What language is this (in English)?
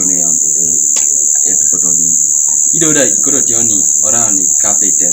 Teso